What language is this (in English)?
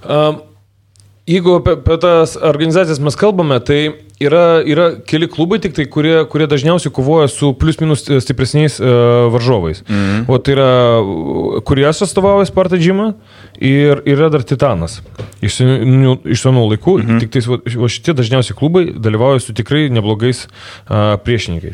Lithuanian